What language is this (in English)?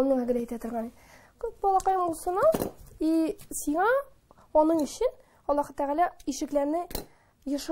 Tatar